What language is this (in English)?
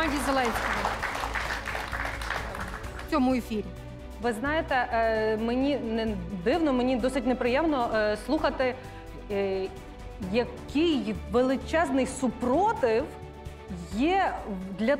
Ukrainian